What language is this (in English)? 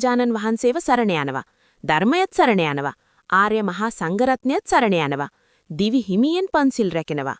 Sinhala